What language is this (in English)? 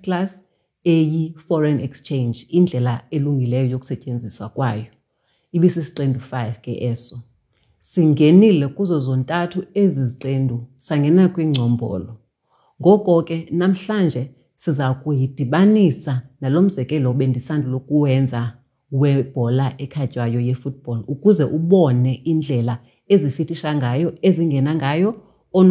Xhosa